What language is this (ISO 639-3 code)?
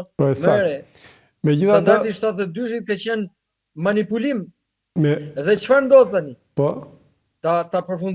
sqi